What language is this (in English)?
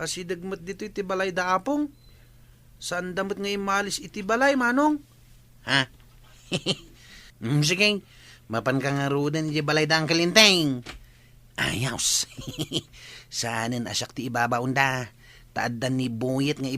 Iloko